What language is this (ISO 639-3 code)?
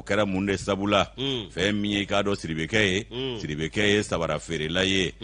bam